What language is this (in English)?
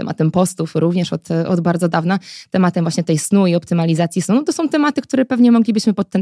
Polish